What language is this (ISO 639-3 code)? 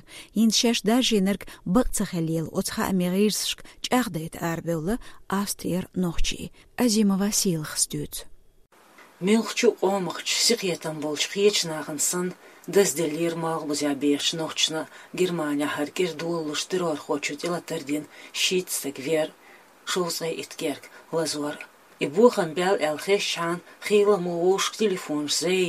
che